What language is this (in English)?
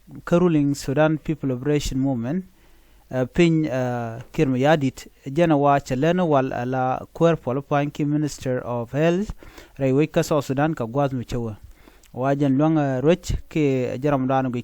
Nuer